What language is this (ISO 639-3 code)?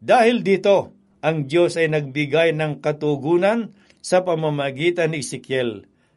fil